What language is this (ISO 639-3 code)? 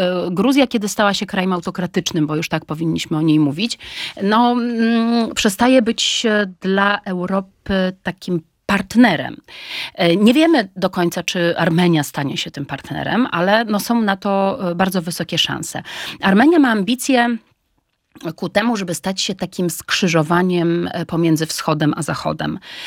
pol